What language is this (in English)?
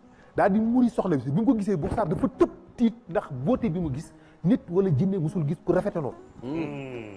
Wolof